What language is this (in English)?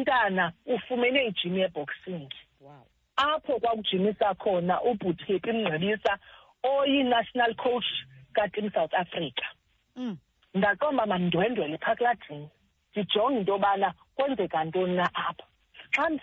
Xhosa